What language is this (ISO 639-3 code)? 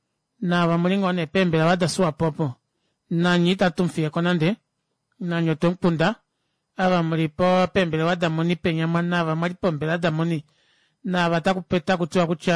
kua